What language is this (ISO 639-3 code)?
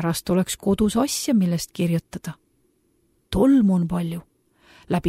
est